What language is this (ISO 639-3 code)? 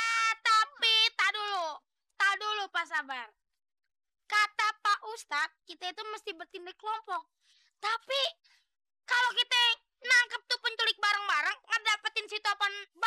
bew